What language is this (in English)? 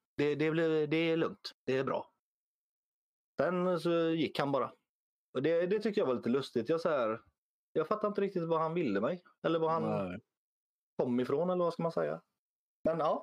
Swedish